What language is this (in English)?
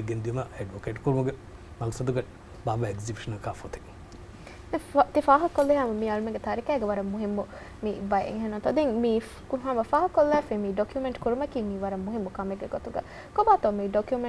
Divehi